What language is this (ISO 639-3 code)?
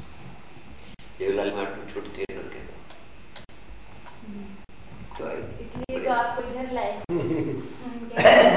guj